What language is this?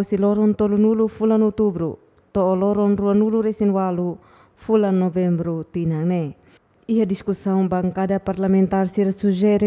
Tetum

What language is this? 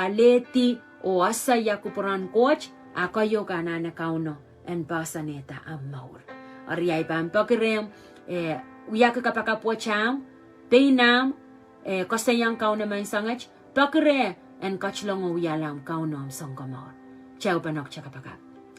Pohnpeian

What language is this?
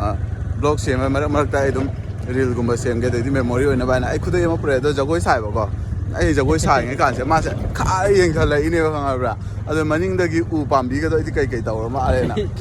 Manipuri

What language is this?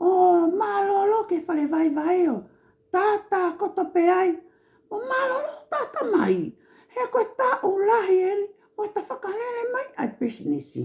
Tongan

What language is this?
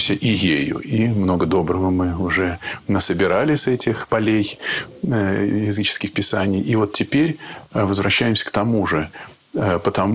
Russian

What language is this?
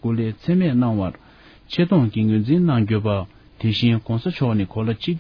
Tibetan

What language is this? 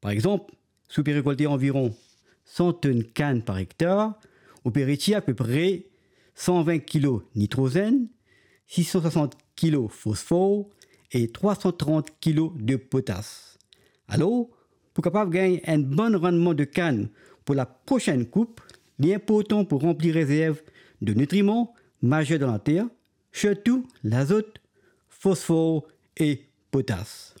Morisyen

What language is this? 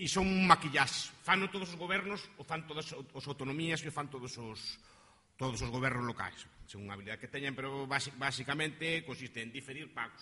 Galician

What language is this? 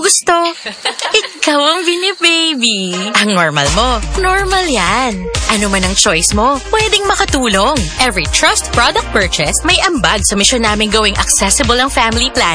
Filipino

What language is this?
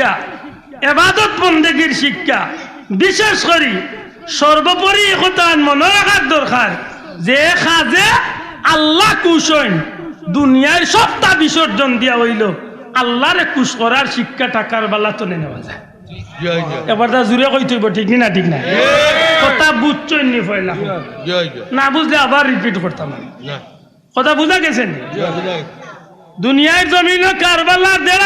Sylheti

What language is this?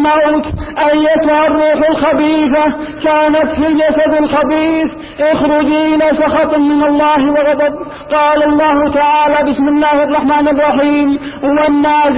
Arabic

